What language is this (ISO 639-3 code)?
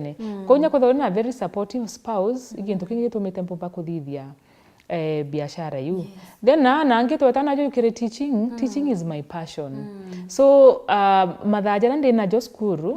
mer